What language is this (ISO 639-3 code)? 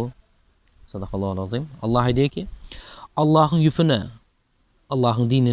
tuk